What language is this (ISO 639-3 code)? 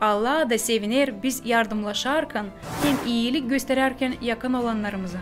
gag